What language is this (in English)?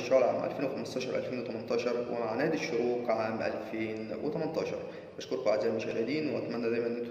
Egyptian Arabic